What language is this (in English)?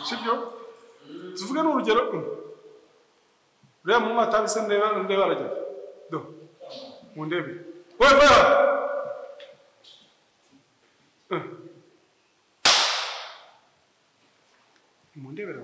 Kinyarwanda